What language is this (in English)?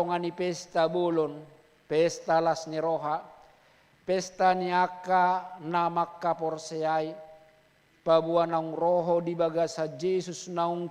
Batak Toba